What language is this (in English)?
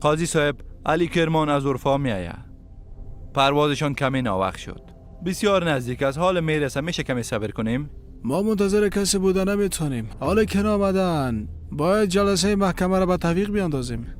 Persian